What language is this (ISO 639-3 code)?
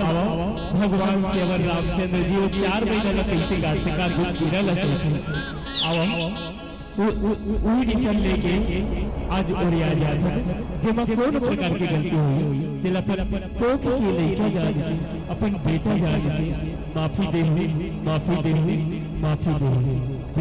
hne